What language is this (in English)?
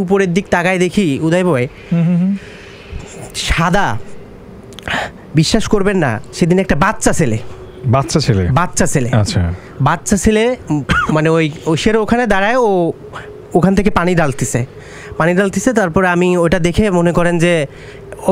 Bangla